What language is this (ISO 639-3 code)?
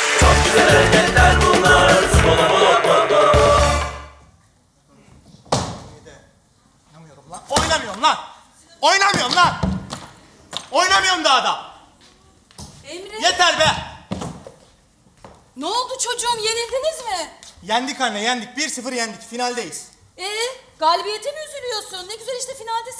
tur